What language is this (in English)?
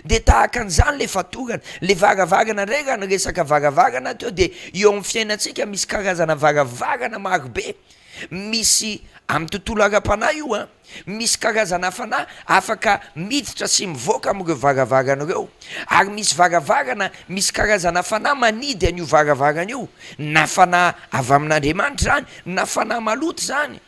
Malagasy